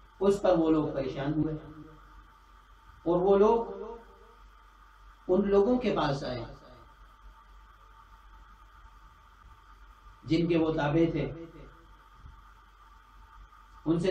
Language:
Urdu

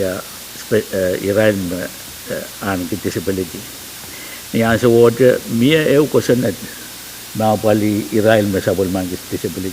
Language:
Pohnpeian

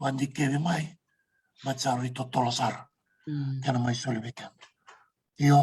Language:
Fijian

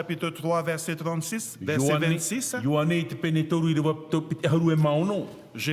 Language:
Tahitian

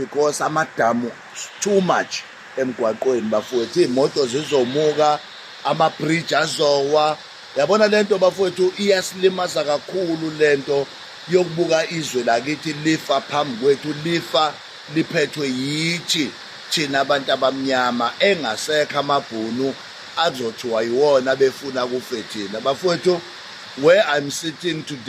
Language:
Zulu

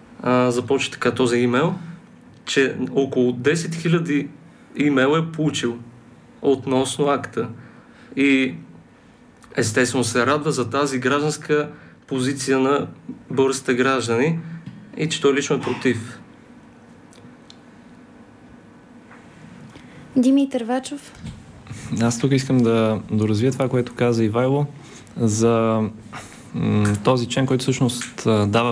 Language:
Bulgarian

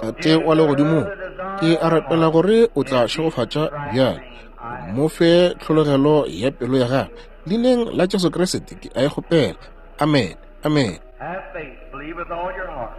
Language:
Northern Sotho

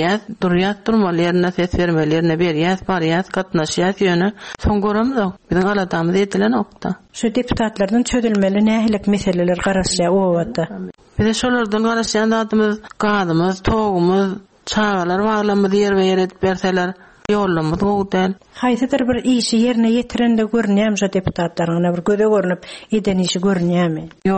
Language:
Turkmen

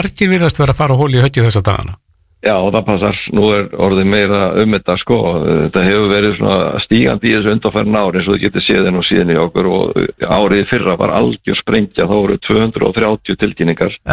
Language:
Icelandic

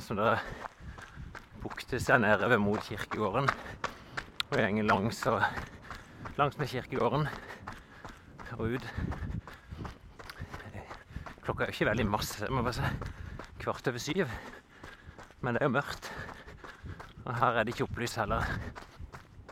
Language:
Norwegian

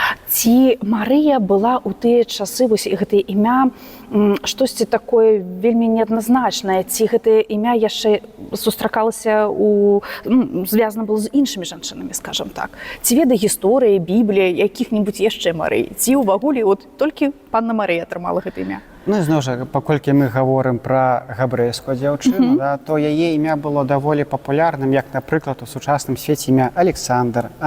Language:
Belarusian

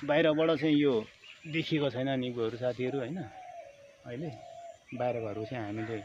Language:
Nepali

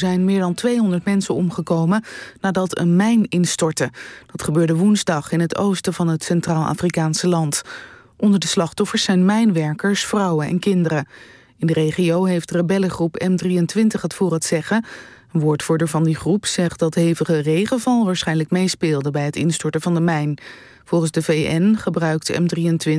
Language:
Dutch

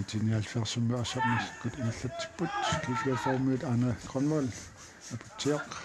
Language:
Kalaallisut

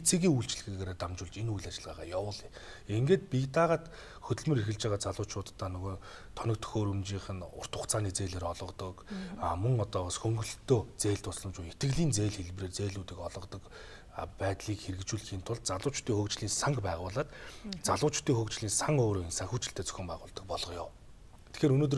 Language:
Mongolian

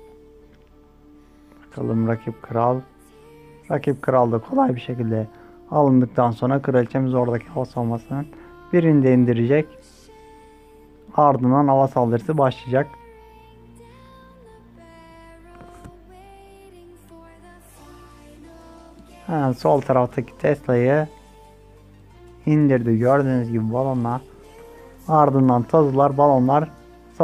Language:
Turkish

